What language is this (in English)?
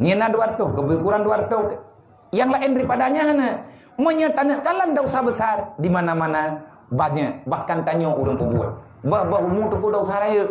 Achinese